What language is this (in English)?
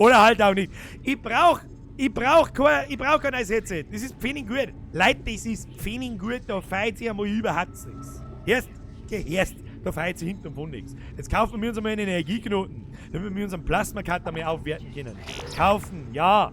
Bavarian